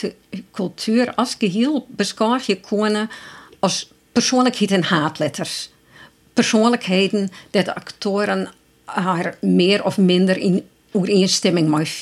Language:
Western Frisian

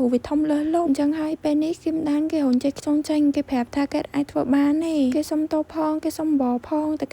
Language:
Khmer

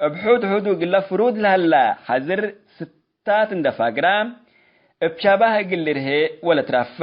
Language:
Tigre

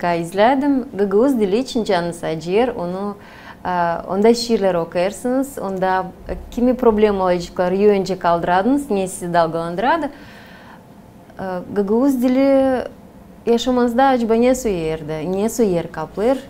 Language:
Gagauz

